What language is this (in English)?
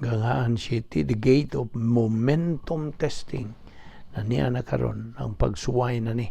Cebuano